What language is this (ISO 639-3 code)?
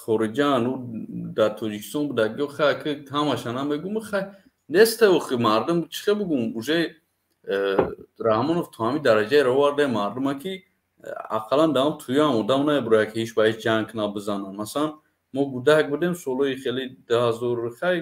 tgk